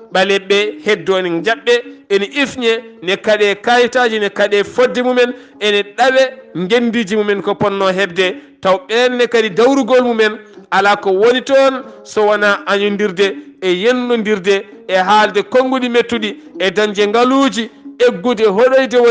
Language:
Fula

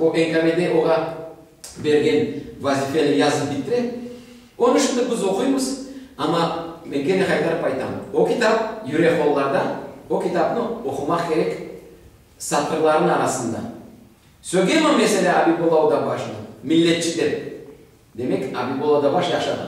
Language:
Crimean Tatar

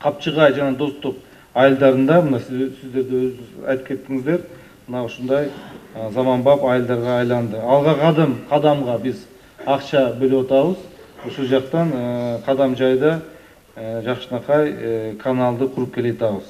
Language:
Kyrgyz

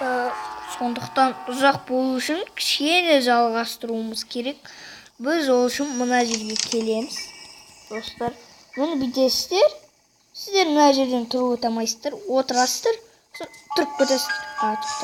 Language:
Kazakh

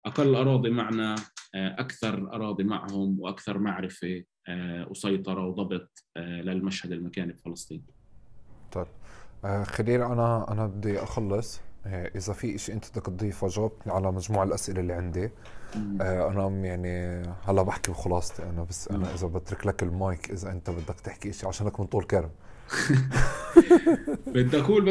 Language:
North Levantine Arabic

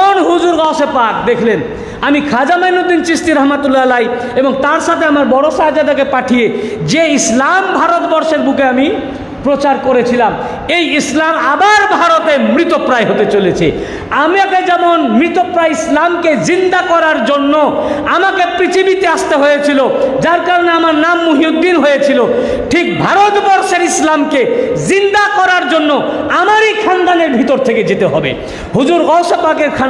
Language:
Bangla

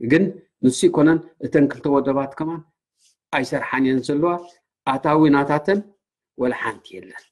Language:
Tigrinya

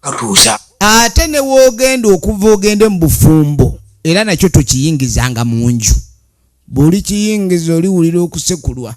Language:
Ganda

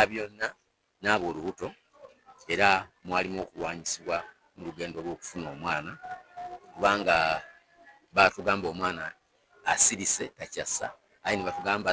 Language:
Ganda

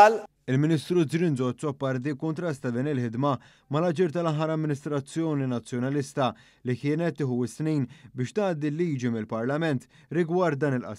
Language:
Maltese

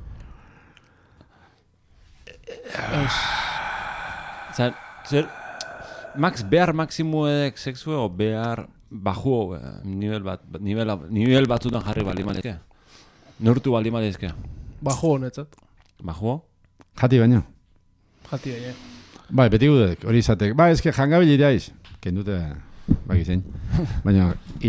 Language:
Basque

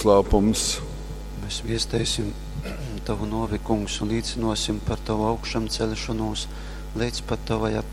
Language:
Latgalian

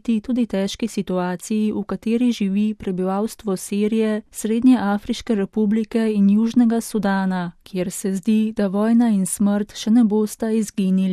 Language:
Slovenian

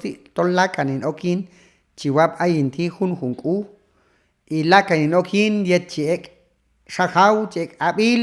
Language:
Q'anjob'al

